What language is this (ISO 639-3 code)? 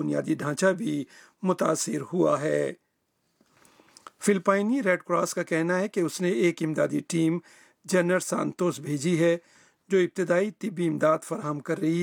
urd